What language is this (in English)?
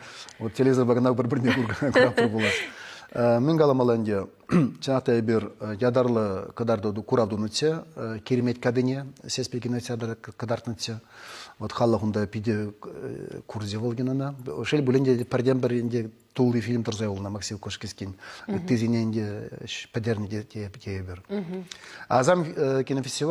Chuvash